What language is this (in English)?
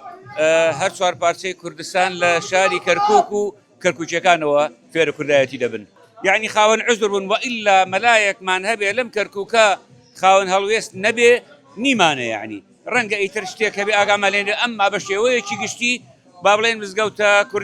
Central Kurdish